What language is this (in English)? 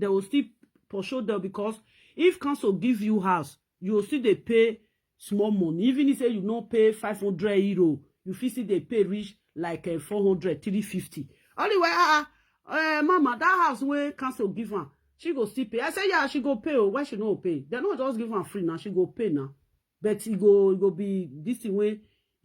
Nigerian Pidgin